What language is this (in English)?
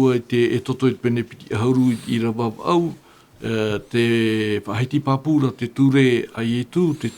Tahitian